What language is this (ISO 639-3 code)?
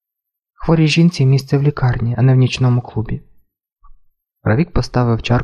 ukr